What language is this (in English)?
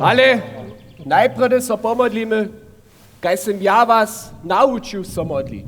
Upper Sorbian